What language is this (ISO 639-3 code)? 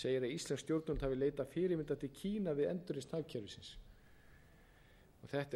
isl